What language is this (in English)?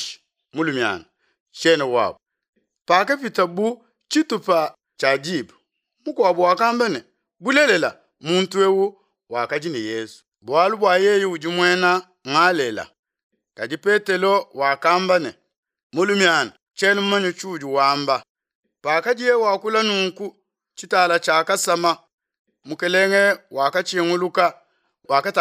Luba-Lulua